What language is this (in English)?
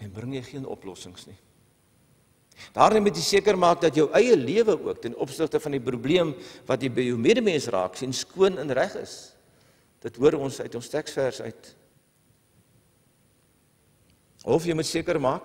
Afrikaans